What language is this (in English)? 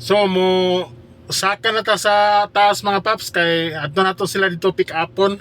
Cebuano